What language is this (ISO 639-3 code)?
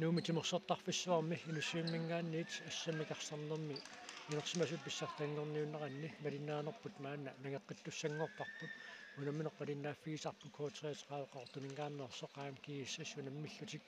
kal